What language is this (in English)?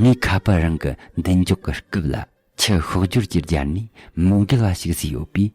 Tibetan